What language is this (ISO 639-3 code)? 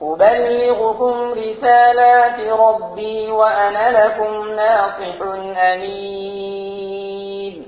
gju